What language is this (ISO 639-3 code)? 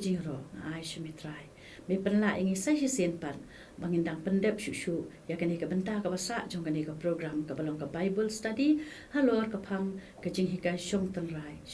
kha